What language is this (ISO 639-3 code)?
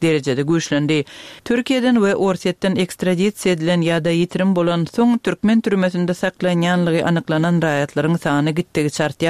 tuk